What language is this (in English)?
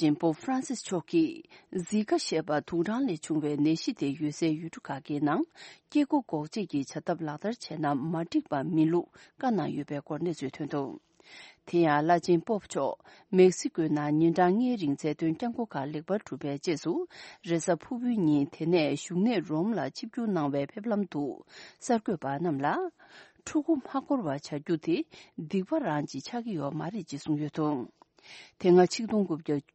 Tibetan